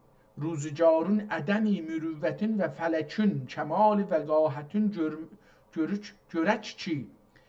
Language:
South Azerbaijani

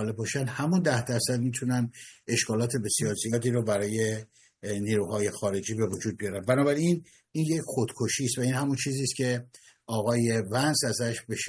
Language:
Persian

